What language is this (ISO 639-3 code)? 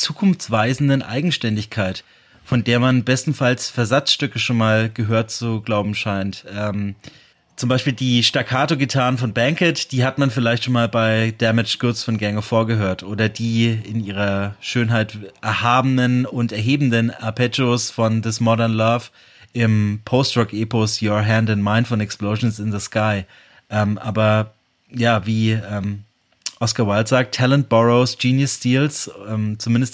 deu